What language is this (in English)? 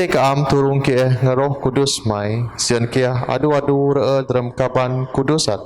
Biatah Bidayuh